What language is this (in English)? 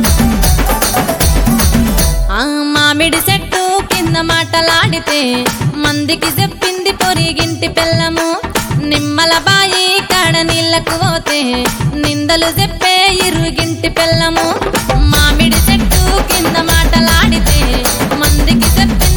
Telugu